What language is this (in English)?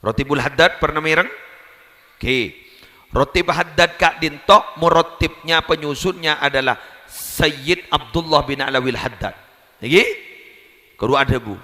Madurese